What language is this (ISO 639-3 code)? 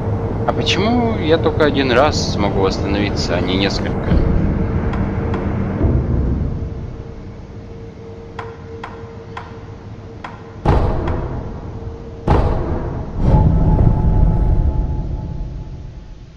rus